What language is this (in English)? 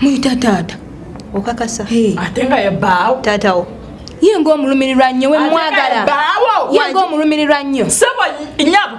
Ganda